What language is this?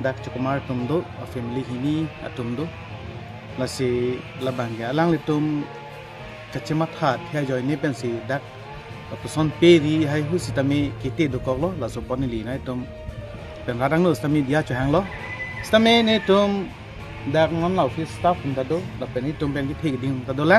Karbi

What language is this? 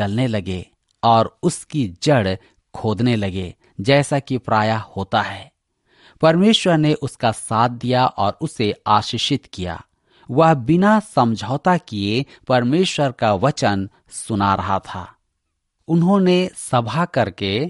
Hindi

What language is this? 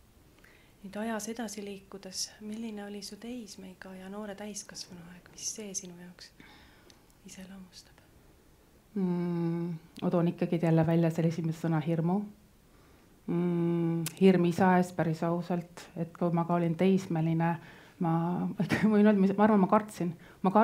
Estonian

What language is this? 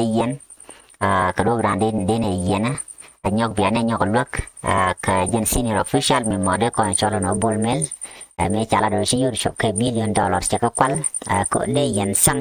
Nuer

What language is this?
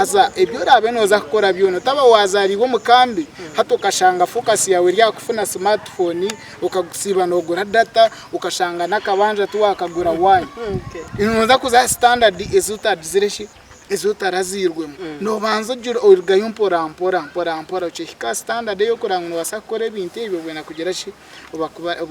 Nyankole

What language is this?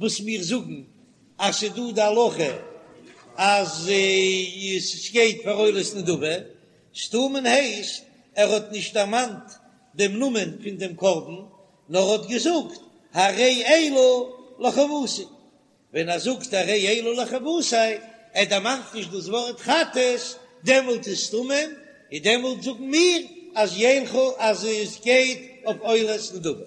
Yiddish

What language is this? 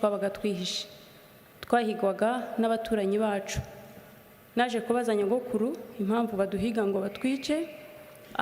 Kinyarwanda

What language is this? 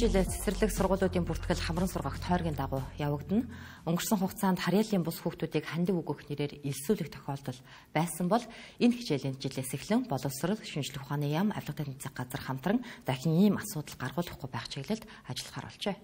Mongolian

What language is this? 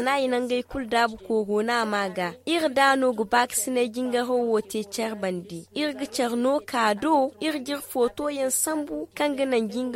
Zarma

